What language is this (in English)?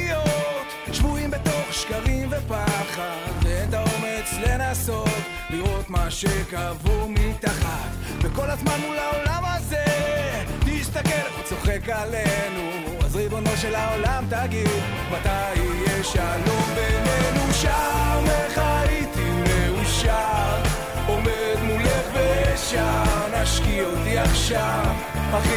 Hebrew